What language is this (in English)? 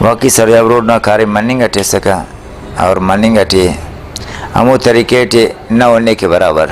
Brahui